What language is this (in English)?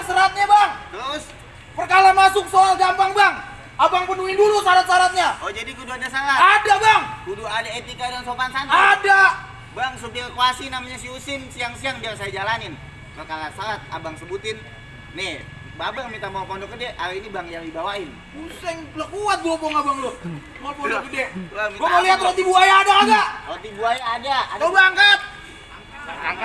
Betawi